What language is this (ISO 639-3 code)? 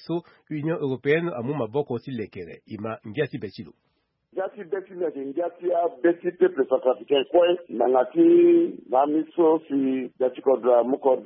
sag